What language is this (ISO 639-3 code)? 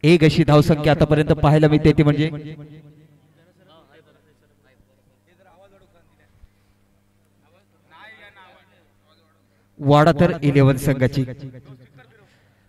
mar